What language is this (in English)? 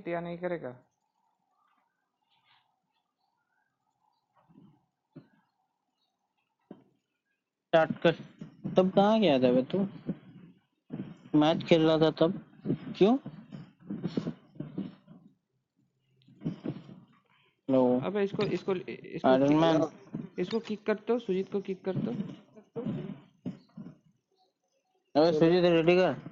Hindi